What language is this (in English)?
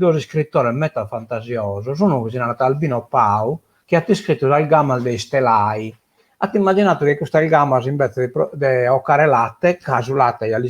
Sardinian